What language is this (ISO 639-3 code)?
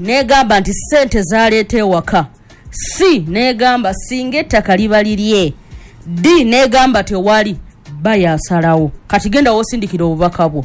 lug